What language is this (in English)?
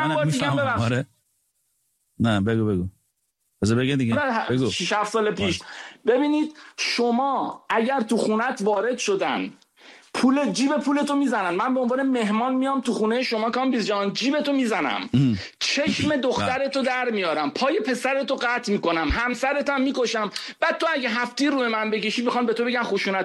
Persian